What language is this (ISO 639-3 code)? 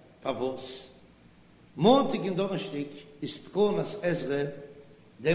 yid